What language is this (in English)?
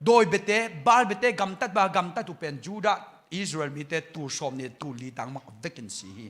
Tedim Chin